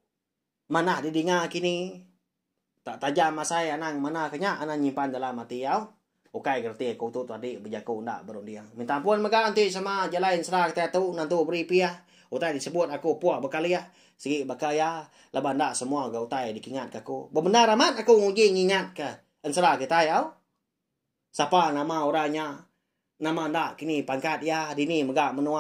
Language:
Iban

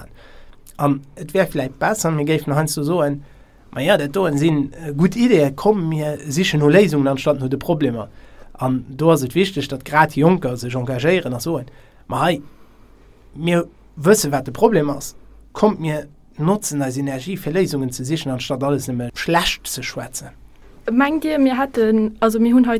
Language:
Luxembourgish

